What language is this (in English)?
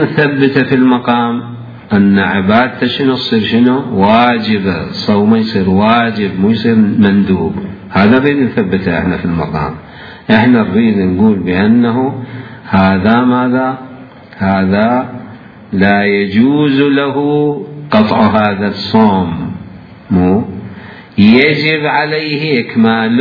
Mesopotamian Arabic